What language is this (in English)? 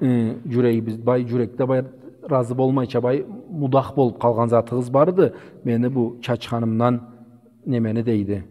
Karachay-Balkar